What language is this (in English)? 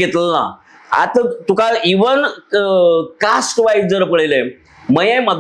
Konkani